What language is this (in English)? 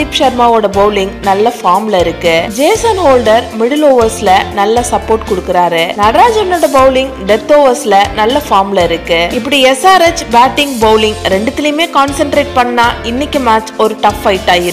Tamil